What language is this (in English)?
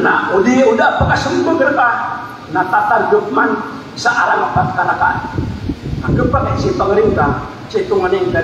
Maranao